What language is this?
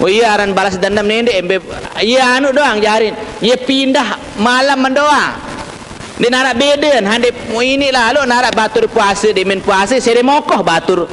Sasak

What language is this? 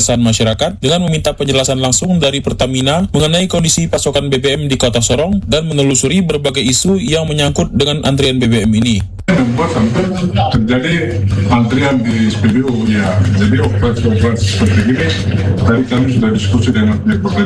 Indonesian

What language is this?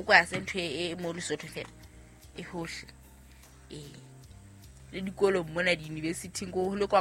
Southern Sotho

